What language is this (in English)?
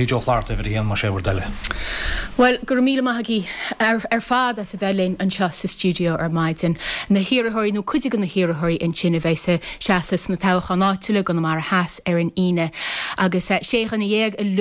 Irish